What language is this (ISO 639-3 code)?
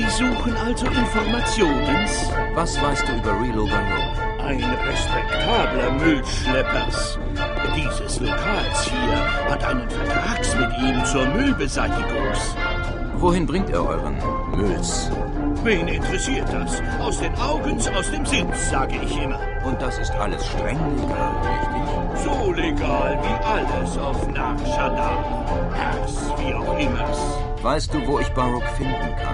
bar